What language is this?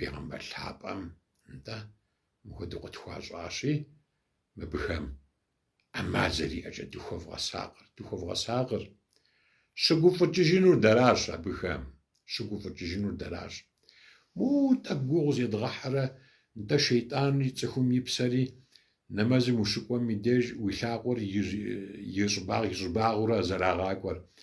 Kabardian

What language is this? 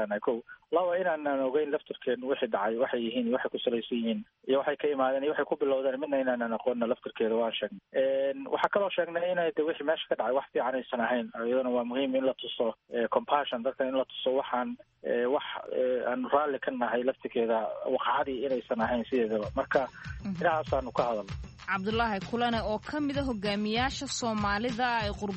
Somali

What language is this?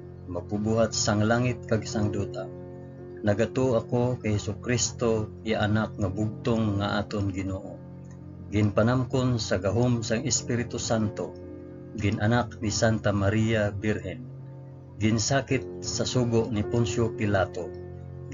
Hiligaynon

